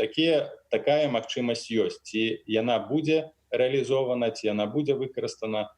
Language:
Belarusian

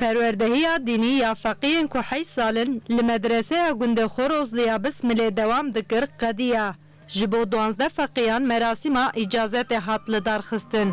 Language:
Kurdish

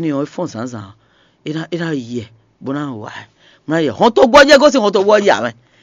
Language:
Fon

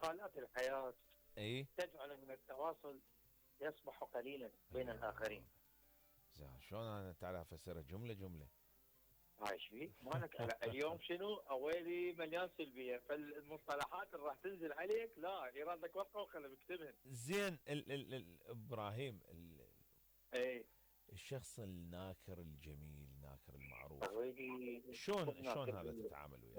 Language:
Mesopotamian Arabic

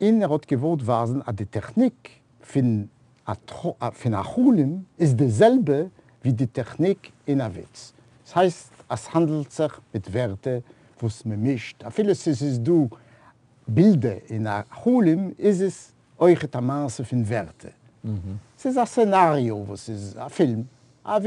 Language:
Yiddish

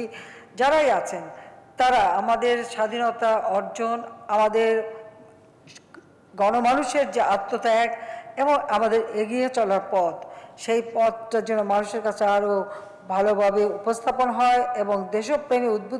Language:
Bangla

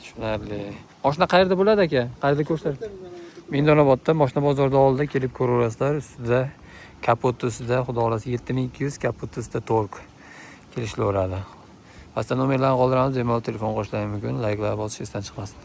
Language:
Uzbek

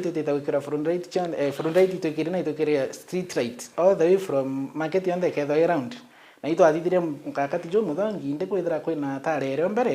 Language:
Meru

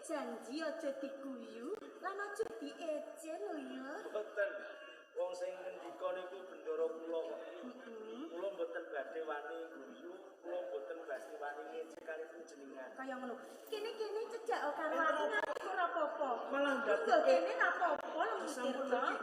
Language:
Javanese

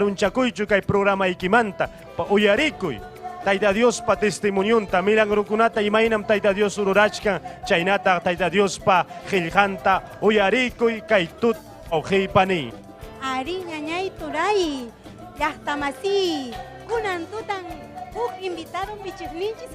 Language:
Ayacucho Quechua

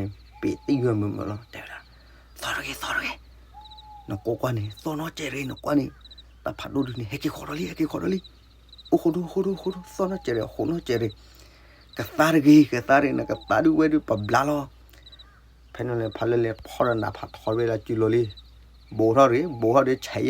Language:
S'gaw Karen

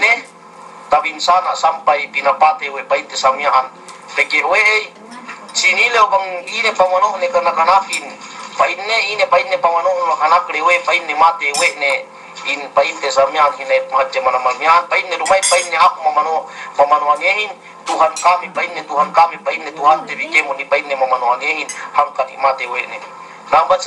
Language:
Yakan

